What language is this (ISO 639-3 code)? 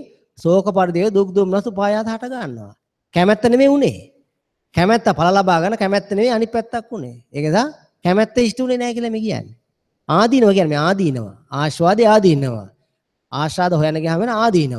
sin